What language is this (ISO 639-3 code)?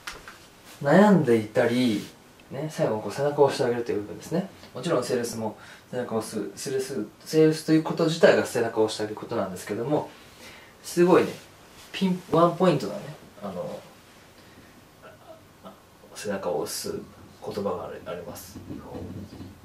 jpn